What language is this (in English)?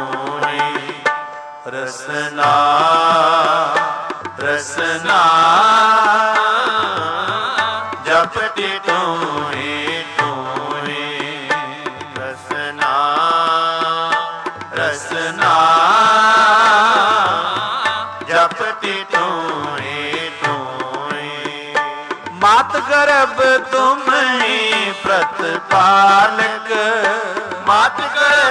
Punjabi